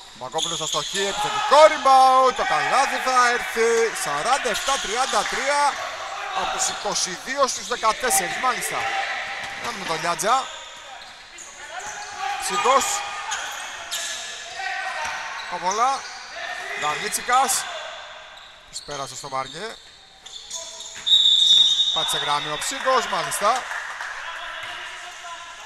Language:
Greek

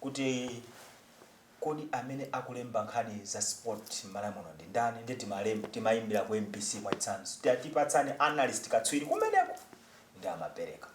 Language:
Nyanja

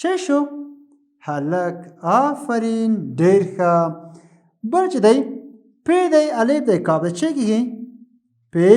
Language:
Pashto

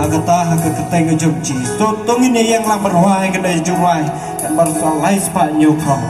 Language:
Khasi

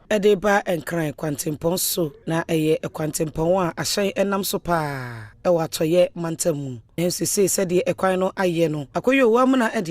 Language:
Akan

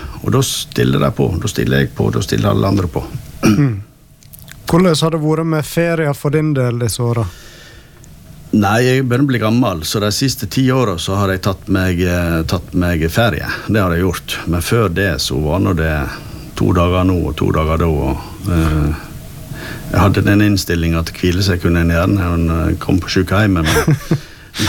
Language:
Norwegian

